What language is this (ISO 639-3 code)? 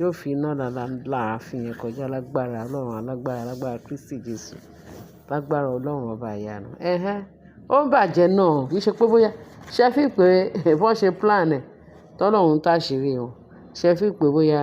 yor